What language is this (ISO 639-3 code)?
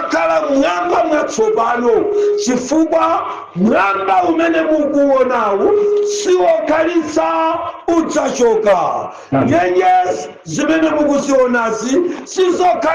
nya